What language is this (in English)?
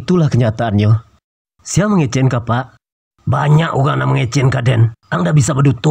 Minangkabau